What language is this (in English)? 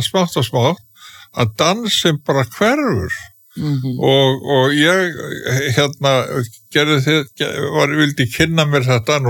Icelandic